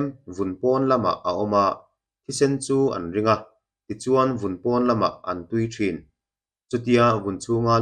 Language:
Mizo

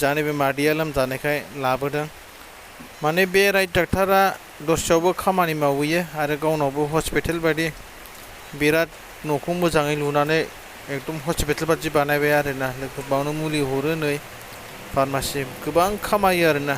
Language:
Bodo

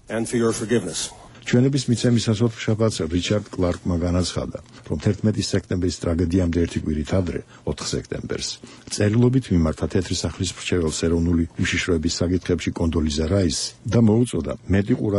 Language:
Georgian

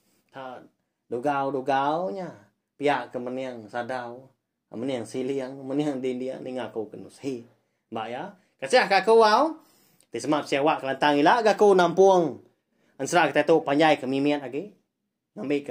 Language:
Iban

